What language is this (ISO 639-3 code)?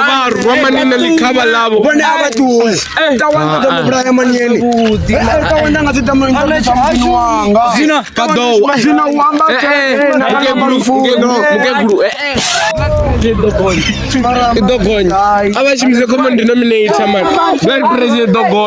ven